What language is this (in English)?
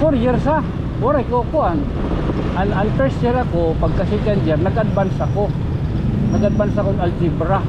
Waray